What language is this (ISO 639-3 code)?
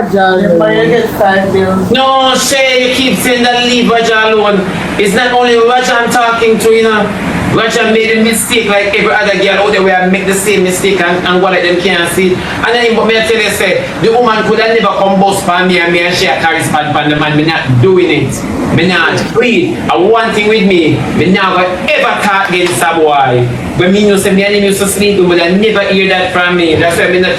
jam